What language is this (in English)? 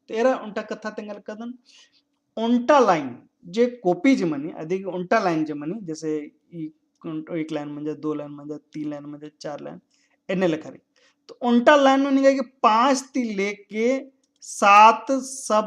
Kurukh